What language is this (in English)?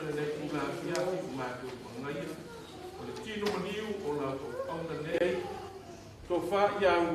Samoan